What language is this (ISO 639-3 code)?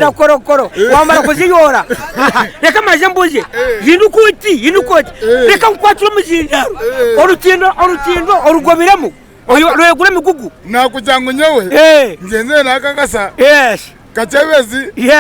nyn